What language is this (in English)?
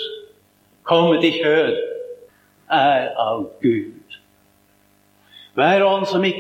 Norwegian